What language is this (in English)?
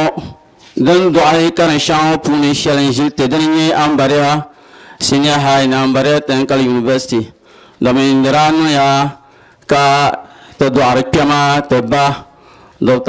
Dagbani